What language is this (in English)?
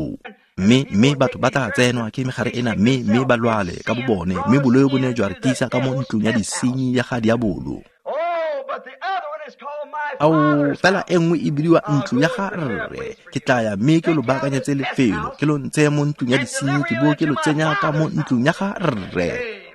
Tswana